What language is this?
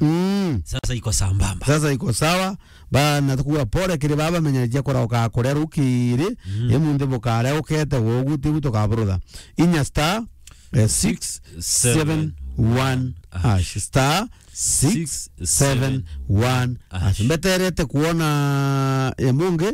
Meru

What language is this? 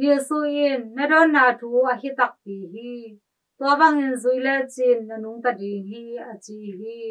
Tedim Chin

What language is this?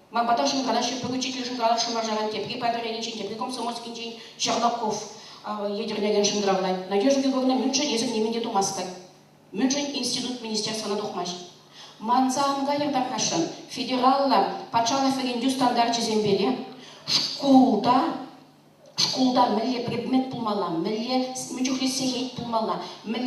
Chuvash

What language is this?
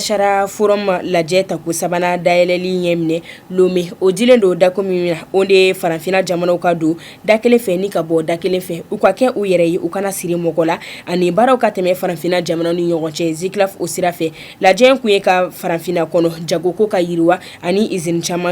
Bambara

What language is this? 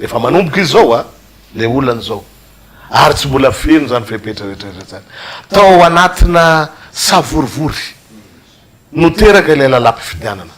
Malagasy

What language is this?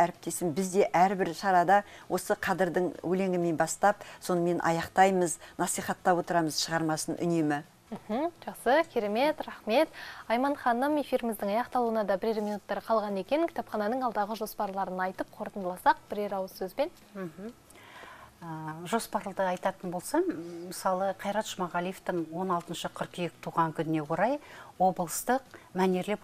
Kazakh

